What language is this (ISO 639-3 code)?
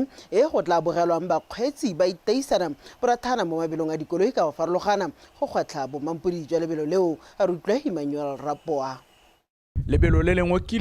tsn